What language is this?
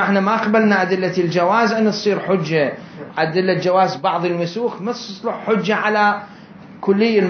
Mesopotamian Arabic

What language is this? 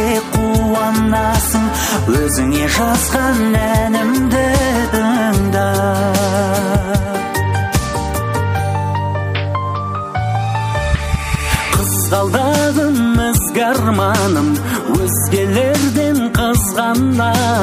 Kazakh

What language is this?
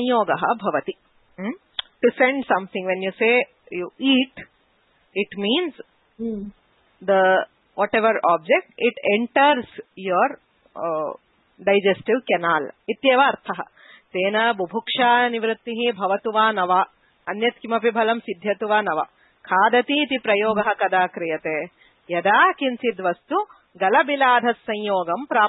Sanskrit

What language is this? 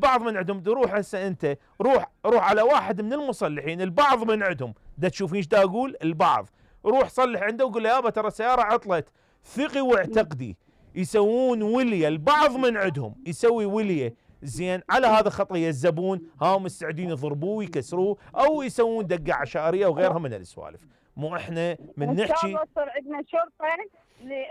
Mesopotamian Arabic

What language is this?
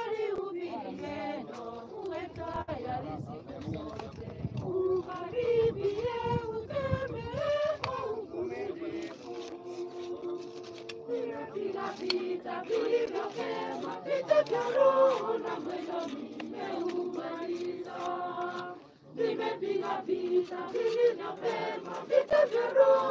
Swahili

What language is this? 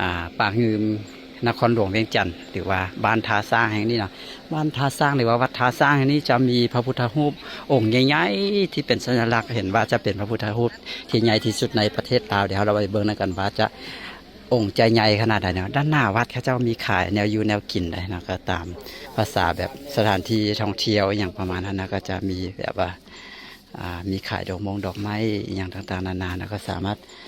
Lao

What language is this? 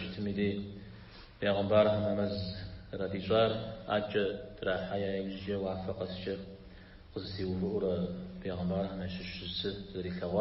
Kabardian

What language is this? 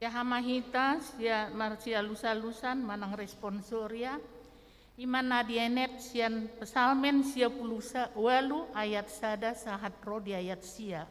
Batak Toba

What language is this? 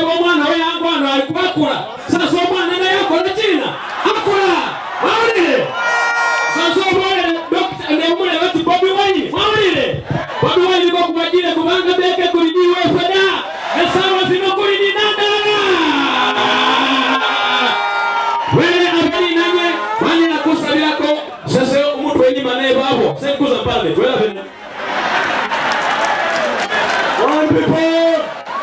Swahili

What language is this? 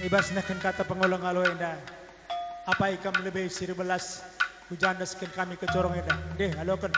Batak Karo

